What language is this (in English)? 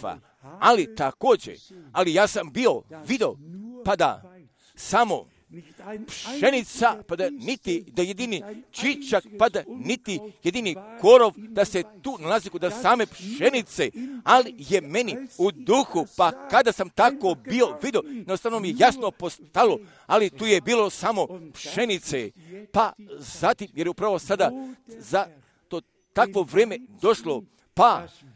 Croatian